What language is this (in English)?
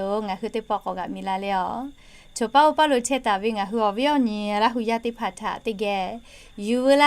Lahu